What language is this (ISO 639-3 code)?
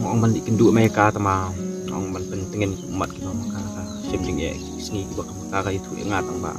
kha